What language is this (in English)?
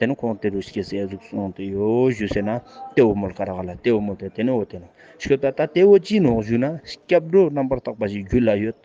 Ladakhi